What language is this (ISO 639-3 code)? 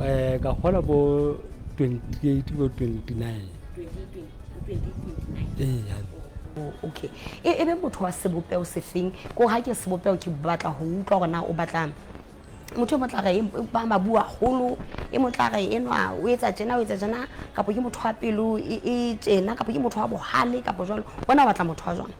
sot